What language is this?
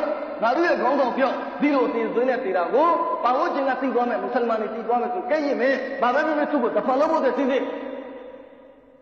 Burmese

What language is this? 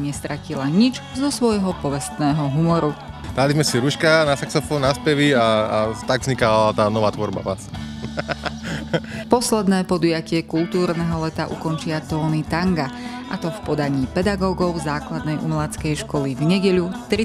Slovak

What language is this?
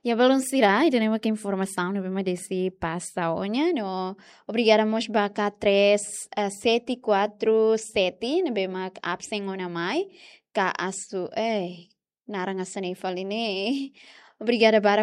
Tetum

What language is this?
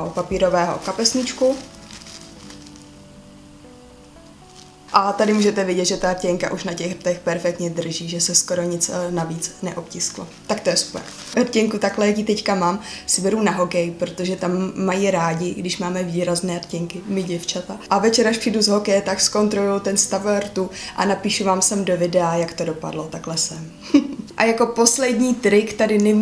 Czech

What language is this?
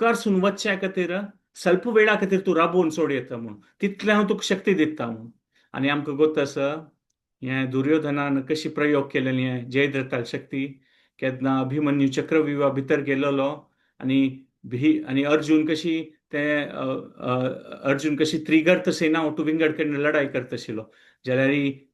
Konkani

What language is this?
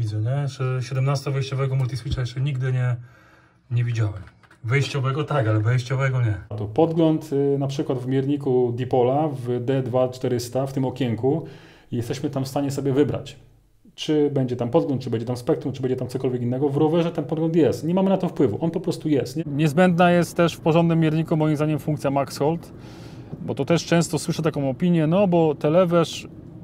Polish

